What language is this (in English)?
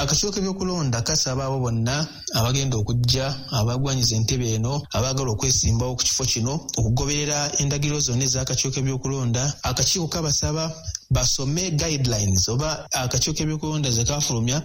Ganda